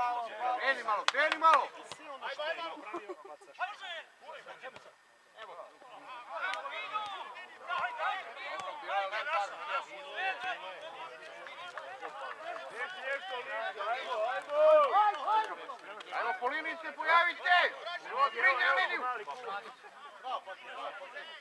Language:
Serbian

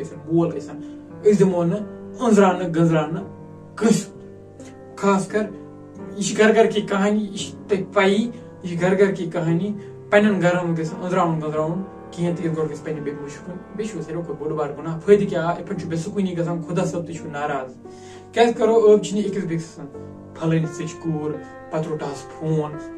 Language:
Kashmiri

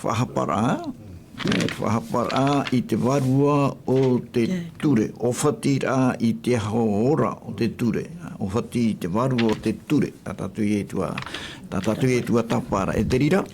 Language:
Tahitian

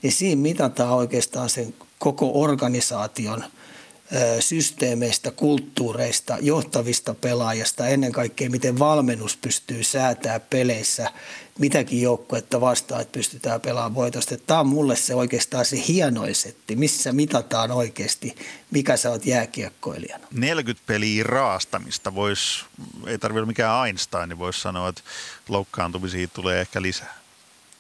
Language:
Finnish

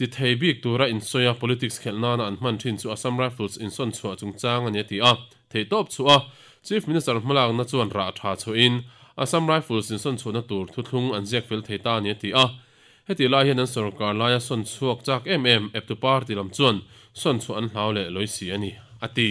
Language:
Mizo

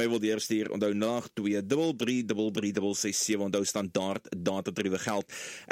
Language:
Afrikaans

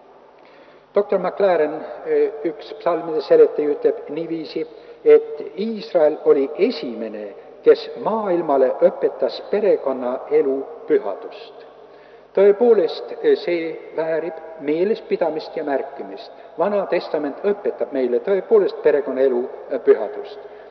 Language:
Estonian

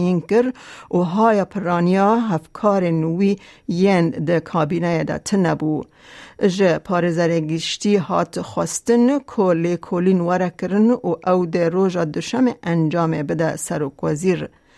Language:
Kurdish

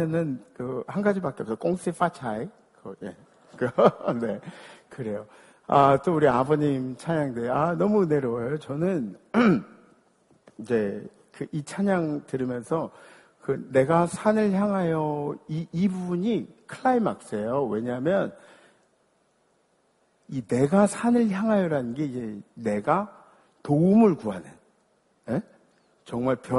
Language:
Korean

